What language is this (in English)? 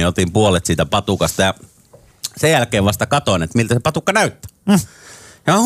Finnish